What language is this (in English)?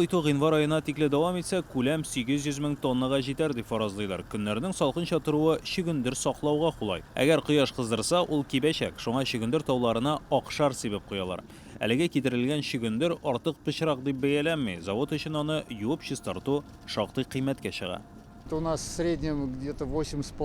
Tatar